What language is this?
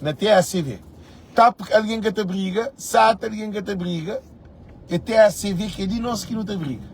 Kabuverdianu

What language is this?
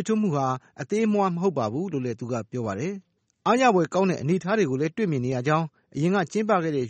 Burmese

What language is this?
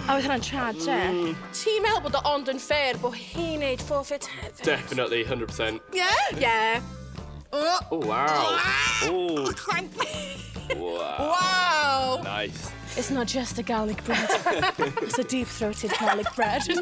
Welsh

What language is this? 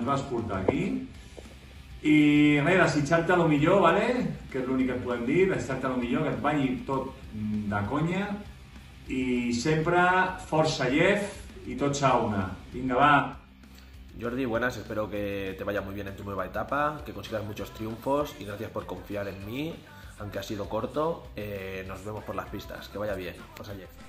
Catalan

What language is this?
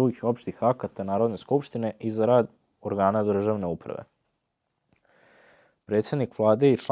Serbian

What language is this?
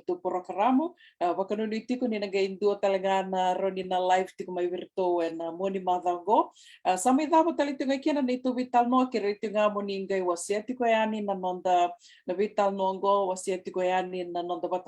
Fijian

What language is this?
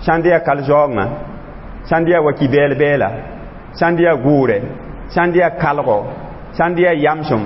Mossi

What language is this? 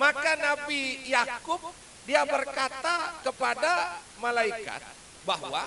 Sasak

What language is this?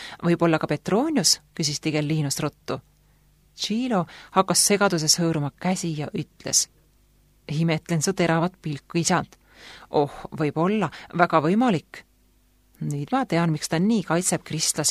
Estonian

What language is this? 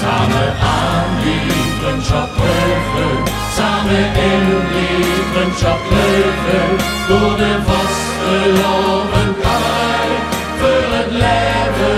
Limburgish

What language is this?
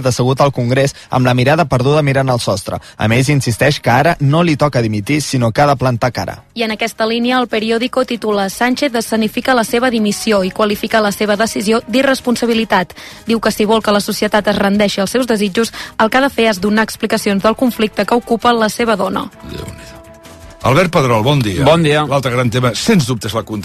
Catalan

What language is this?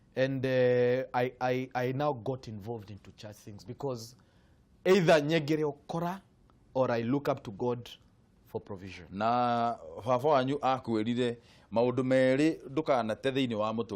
Kikuyu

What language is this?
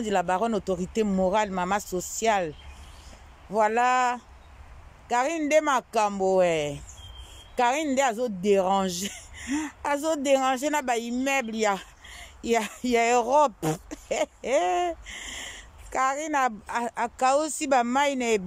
Lingala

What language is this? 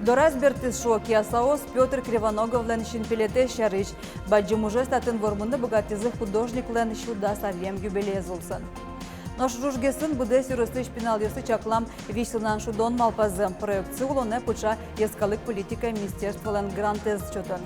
Udmurt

